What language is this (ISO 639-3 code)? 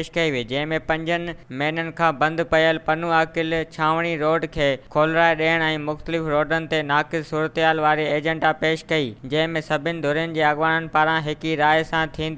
snd